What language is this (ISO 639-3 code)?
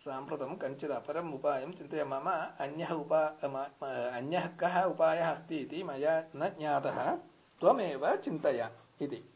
san